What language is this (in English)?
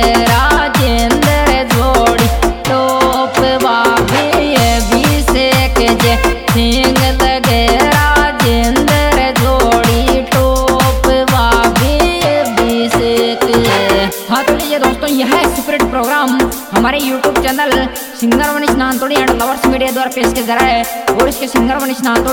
Hindi